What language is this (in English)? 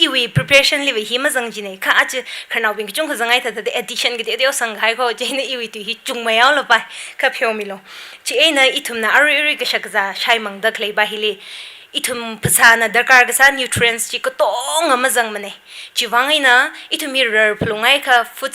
Tangkhul Naga (India)